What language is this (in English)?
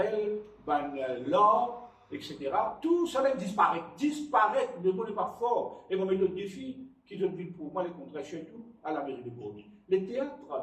Morisyen